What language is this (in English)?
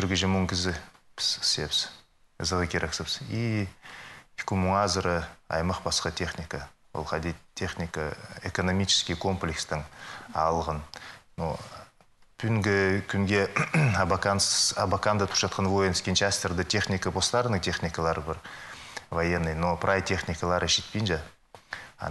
Khakas